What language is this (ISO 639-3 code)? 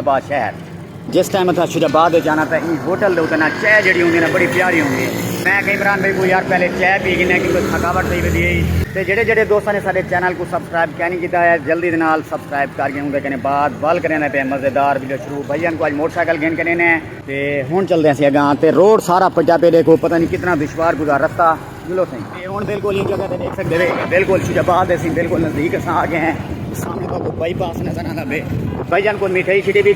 skr